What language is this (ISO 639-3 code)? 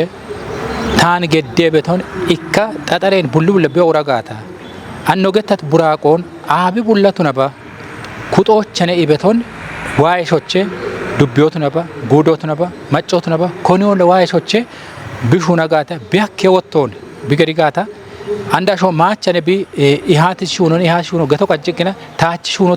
kbr